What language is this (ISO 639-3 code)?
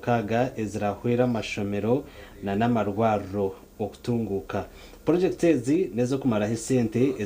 nyn